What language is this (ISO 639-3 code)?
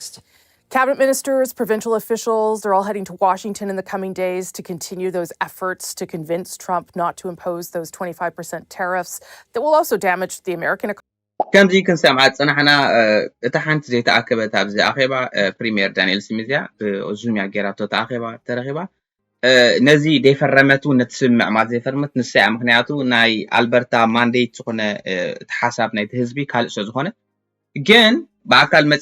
tir